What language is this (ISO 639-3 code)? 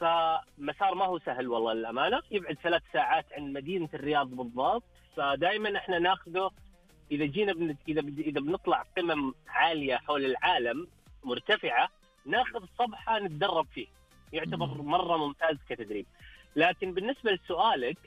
ars